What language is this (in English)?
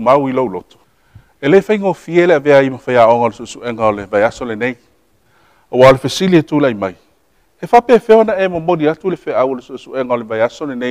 Samoan